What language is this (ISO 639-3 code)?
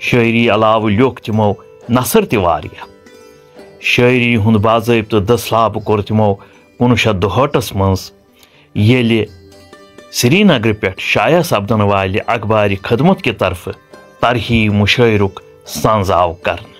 kas